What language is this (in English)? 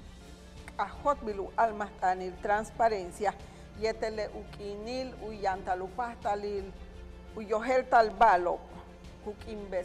Yucateco